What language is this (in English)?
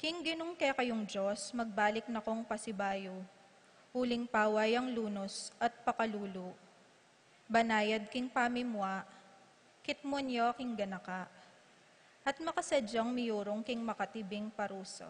Pampanga